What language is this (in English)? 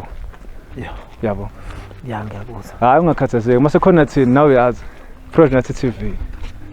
Zulu